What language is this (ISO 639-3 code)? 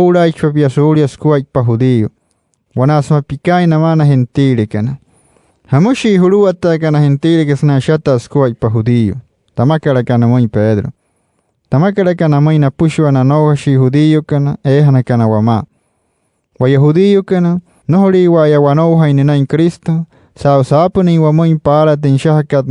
guc